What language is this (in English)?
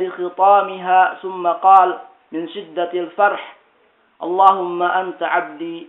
Yakan